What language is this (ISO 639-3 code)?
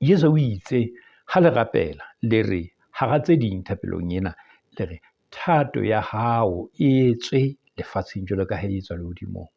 sot